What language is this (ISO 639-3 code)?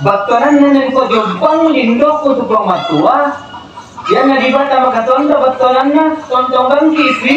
sda